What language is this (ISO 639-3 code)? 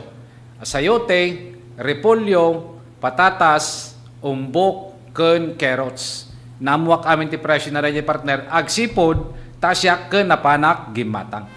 ilo